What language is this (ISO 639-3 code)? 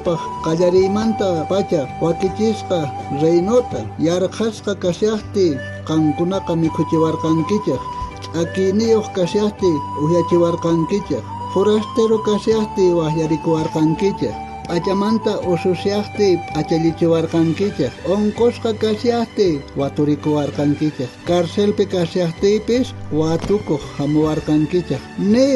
quh